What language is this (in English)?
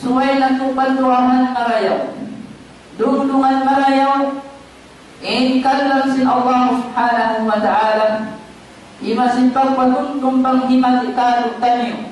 Tausug